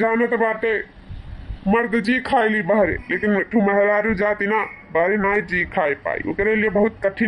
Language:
Awadhi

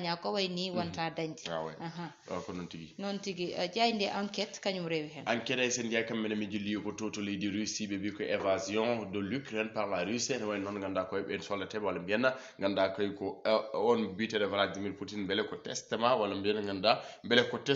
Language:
Fula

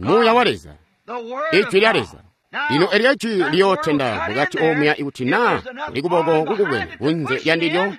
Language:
Tonga (Zambia)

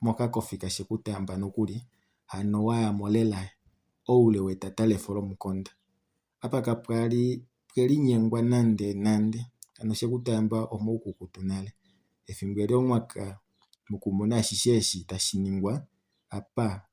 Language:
Kuanyama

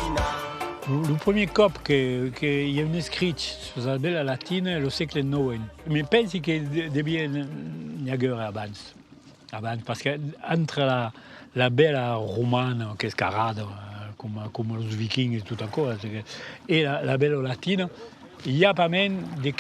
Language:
Occitan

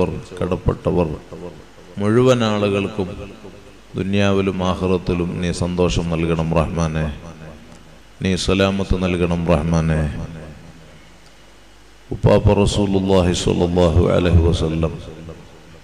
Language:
Malayalam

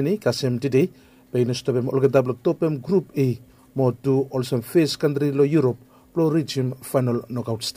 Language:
Bislama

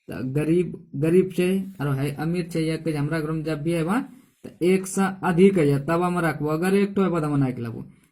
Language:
Angika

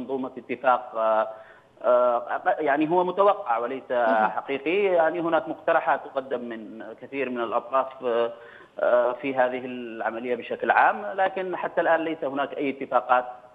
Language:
Arabic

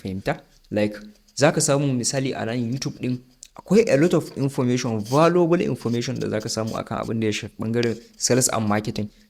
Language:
Hausa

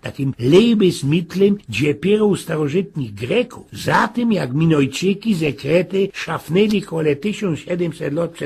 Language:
Silesian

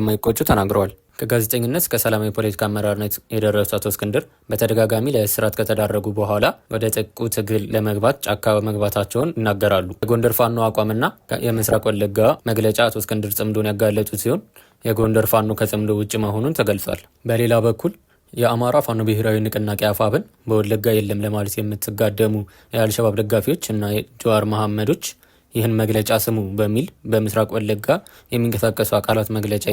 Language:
Amharic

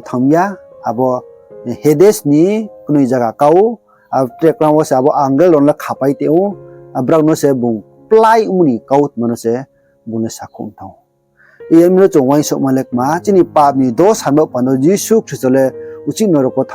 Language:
Riang (India)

